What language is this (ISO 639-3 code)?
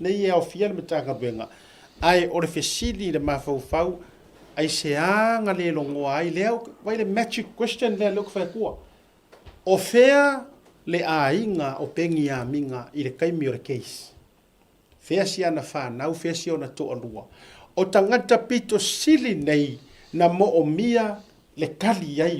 smo